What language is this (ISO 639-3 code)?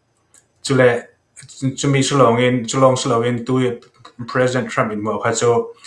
cfm